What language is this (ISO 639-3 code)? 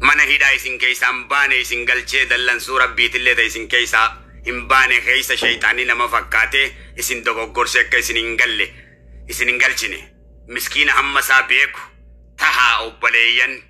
orm